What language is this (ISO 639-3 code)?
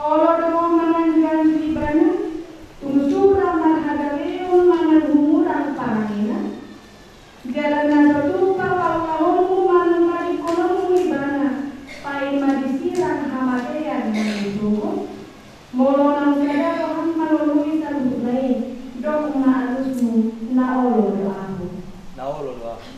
bbc